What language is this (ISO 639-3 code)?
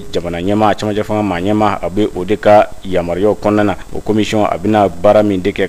bam